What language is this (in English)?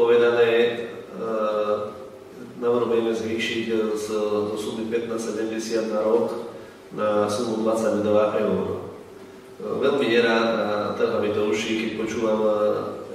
Slovak